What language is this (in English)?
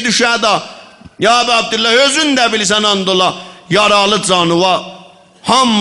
South Azerbaijani